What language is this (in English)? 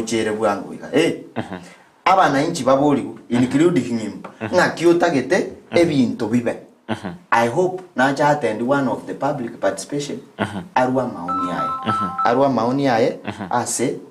Gusii